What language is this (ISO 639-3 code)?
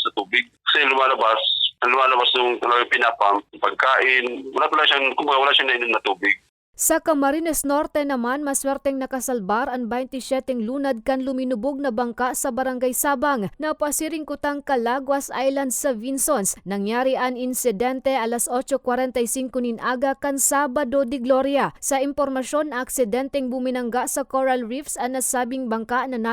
bik